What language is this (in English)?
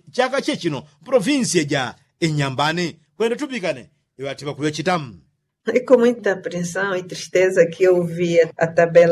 Yao